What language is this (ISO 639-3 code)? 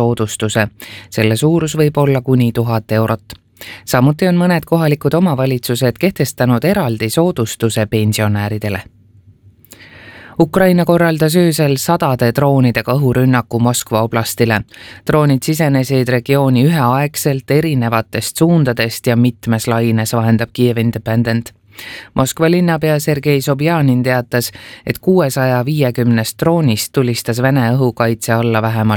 est